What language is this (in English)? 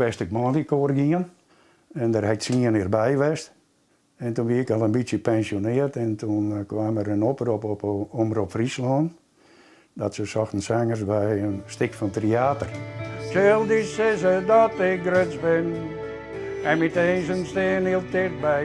Western Frisian